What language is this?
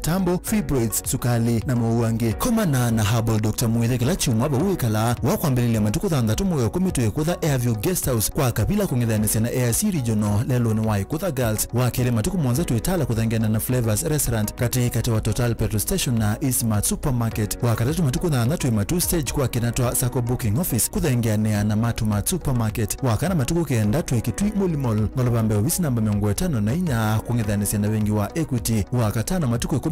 Kamba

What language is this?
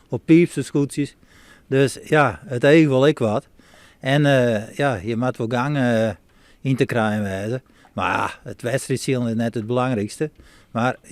Western Frisian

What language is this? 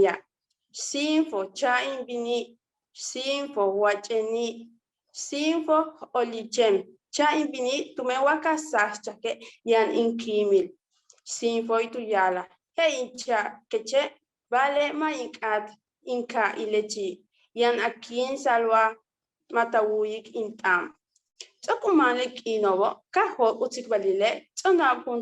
Yucateco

